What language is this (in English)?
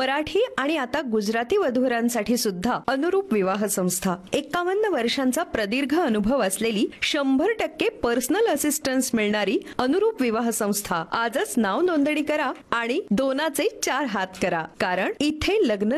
Marathi